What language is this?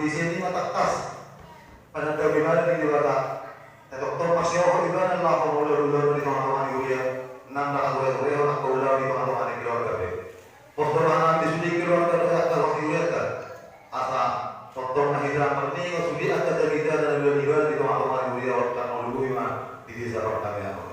Batak Toba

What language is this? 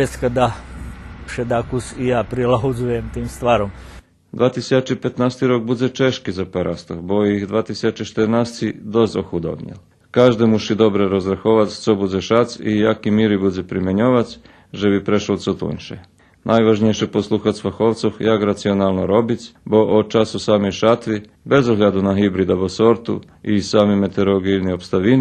Rusyn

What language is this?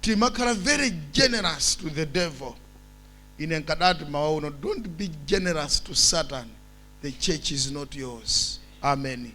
Nyanja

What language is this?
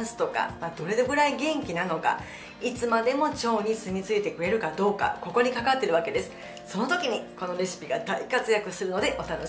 Japanese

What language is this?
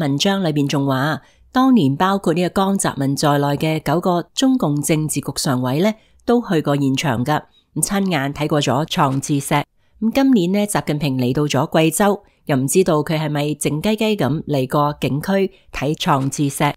Cantonese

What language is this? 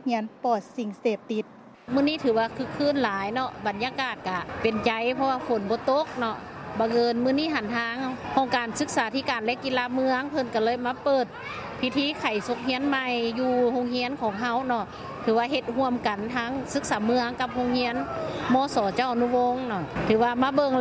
Lao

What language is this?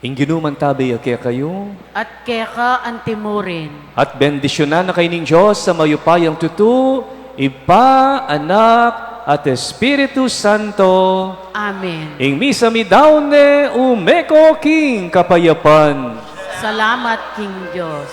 Pampanga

